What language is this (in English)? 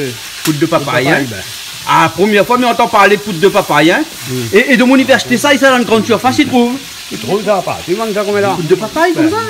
Réunion Creole French